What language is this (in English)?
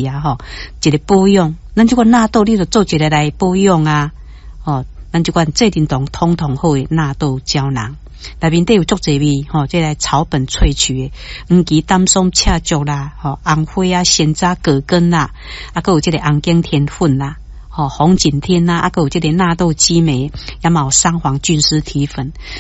Min Nan Chinese